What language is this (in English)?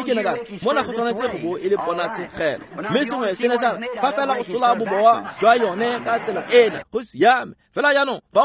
Tswana